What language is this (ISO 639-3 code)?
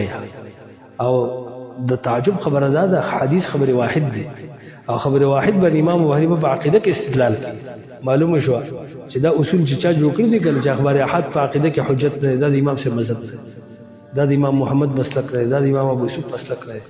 pus